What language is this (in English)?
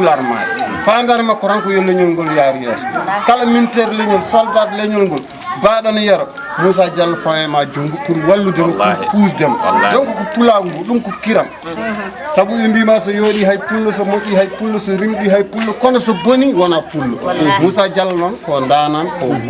Fula